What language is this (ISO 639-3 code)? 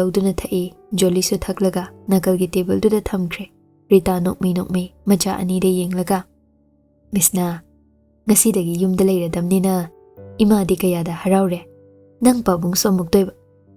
mni